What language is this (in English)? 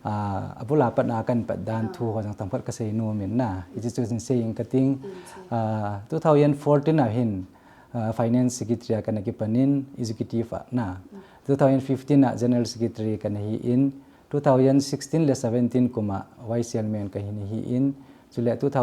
Thado Chin